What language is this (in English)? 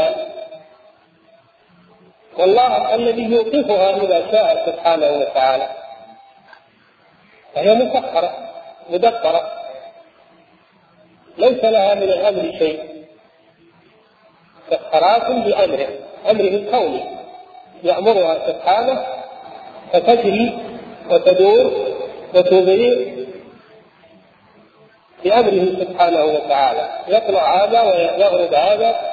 Arabic